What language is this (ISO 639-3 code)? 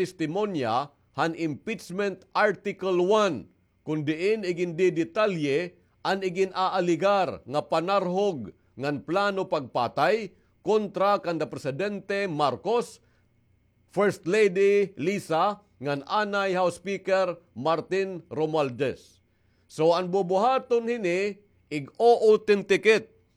war